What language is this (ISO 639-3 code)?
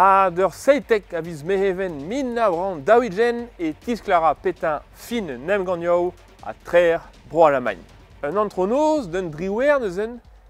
bre